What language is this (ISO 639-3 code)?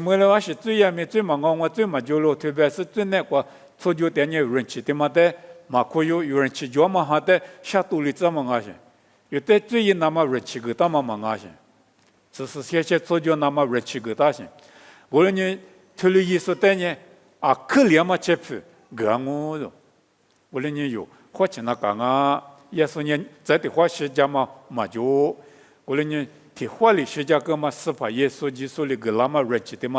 lis